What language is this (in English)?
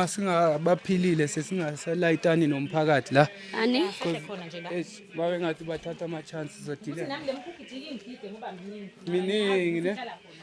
Zulu